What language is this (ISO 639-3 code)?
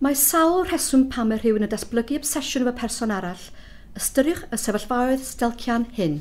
cym